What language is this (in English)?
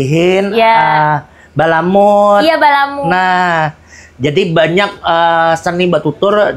Banjar